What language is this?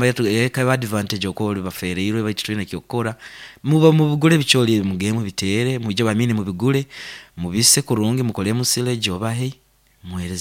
Nyankole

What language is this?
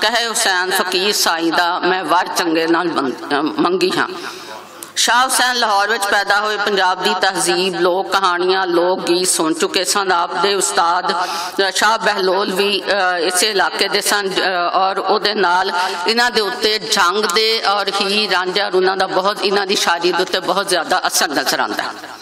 Western Panjabi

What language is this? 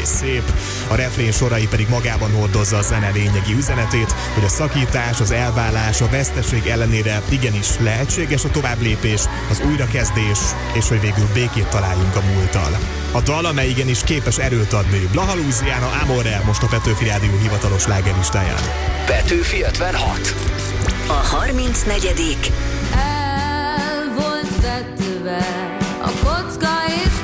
Hungarian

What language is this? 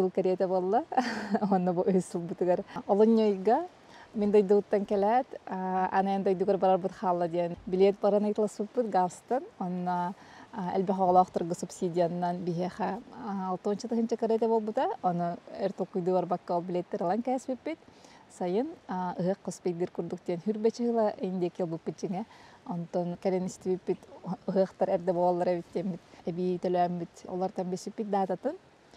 Yakut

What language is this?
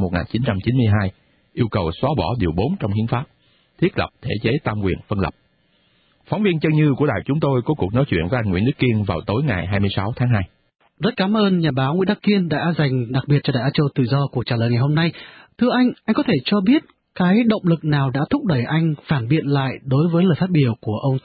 Vietnamese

